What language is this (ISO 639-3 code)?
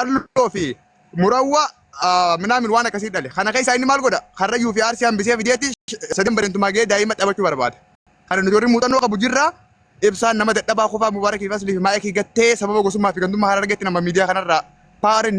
orm